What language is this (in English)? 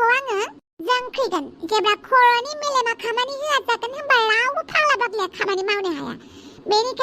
Bodo